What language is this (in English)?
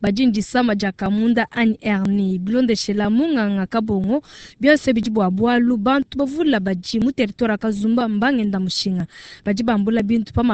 Luba-Lulua